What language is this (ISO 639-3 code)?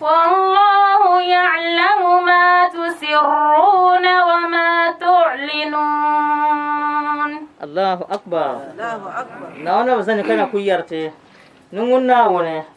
dag